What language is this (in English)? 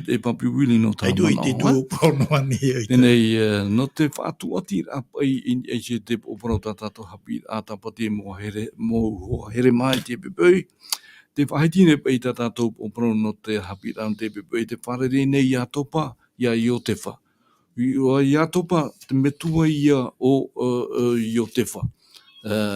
Tahitian